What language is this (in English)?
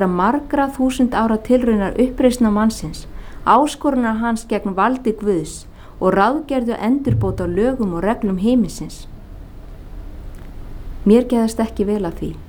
Icelandic